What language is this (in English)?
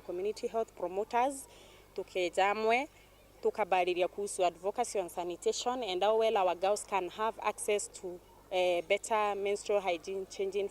Meru